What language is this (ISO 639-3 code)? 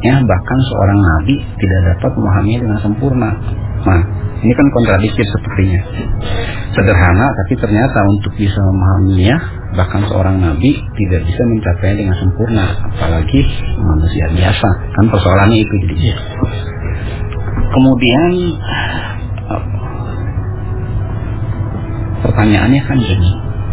ind